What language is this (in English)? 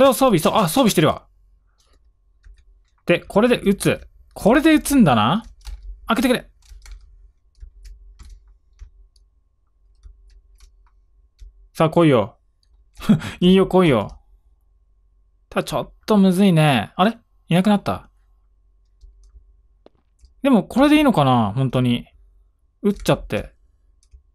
Japanese